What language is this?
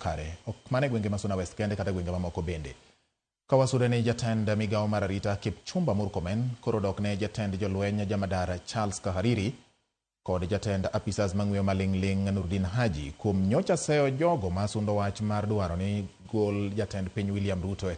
Luo (Kenya and Tanzania)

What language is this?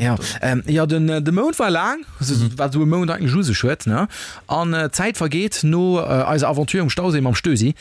Luxembourgish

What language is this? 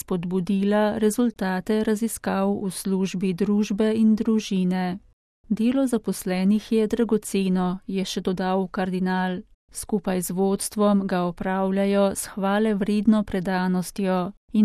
Slovenian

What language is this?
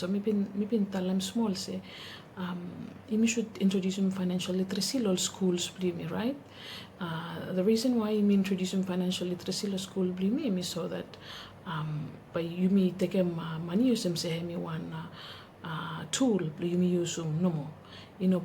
Bislama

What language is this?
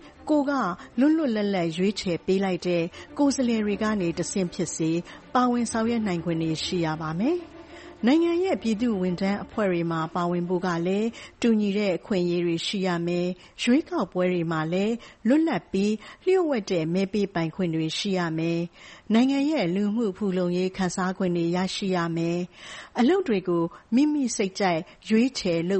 Burmese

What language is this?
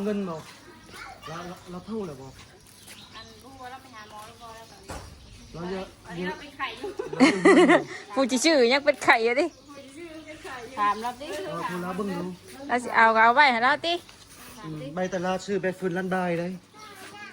Northeastern Thai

